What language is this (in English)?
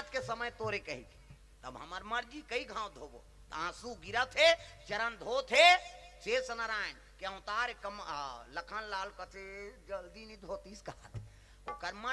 Chhattisgarhi